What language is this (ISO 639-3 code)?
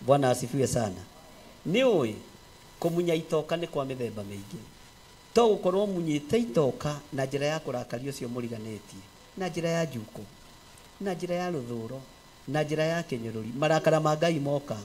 kik